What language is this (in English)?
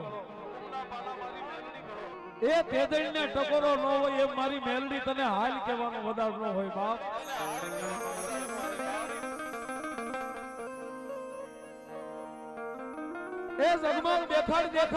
Gujarati